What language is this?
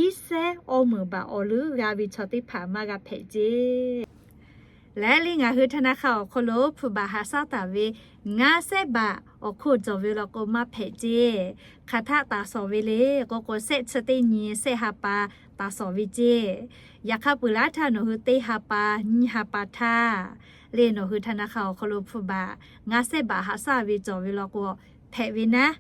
Lahu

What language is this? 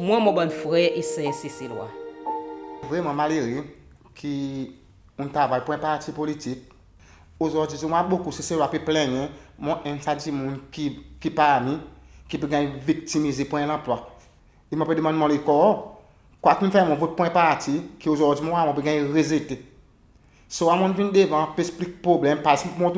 Seselwa Creole French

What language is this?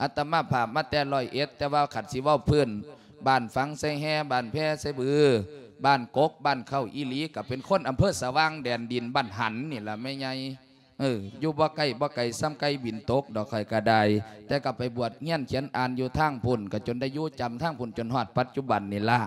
Lao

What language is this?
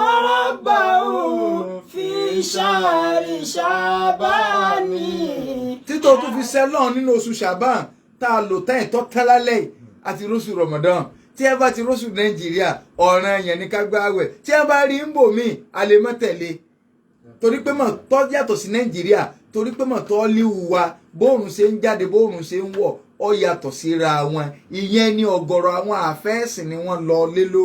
Yoruba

